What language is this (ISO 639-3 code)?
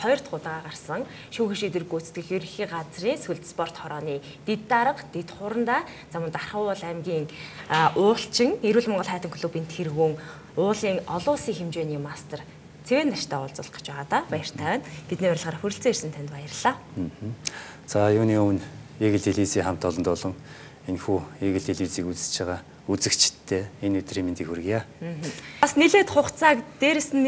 mon